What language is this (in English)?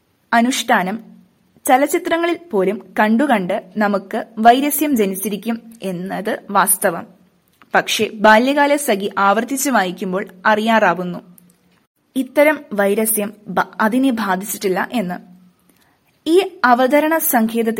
Malayalam